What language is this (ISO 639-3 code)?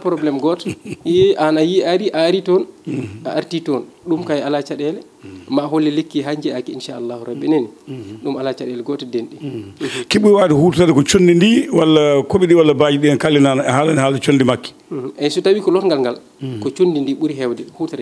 ful